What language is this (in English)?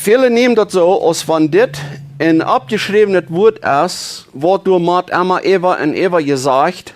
Plautdietsch